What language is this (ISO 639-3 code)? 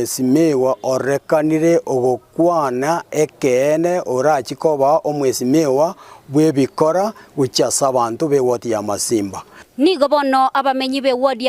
guz